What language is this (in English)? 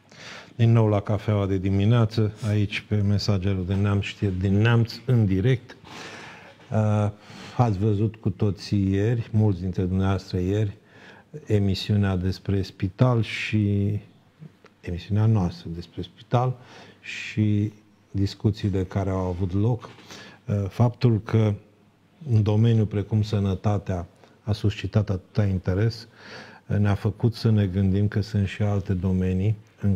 Romanian